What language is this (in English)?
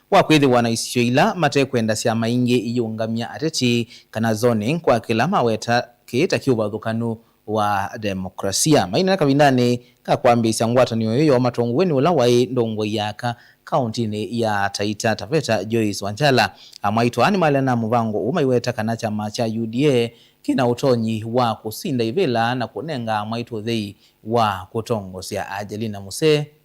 Kamba